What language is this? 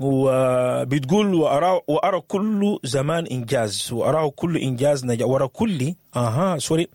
Sudanese Arabic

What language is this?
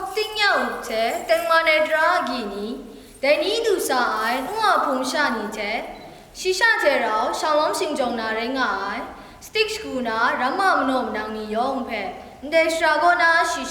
Kachin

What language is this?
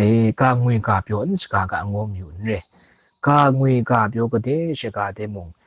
Kachin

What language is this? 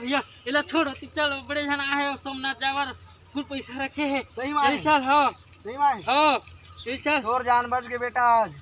Chhattisgarhi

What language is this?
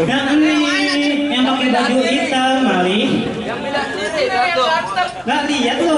Betawi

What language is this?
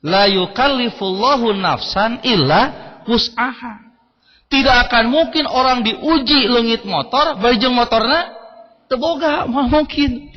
Sundanese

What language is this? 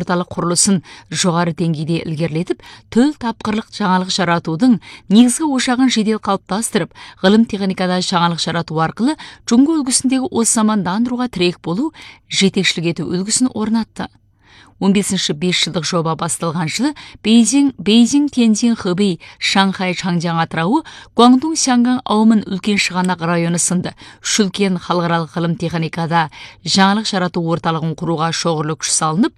Kazakh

